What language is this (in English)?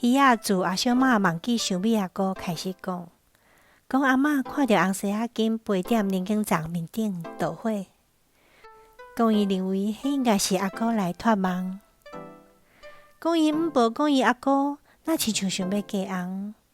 Min Nan Chinese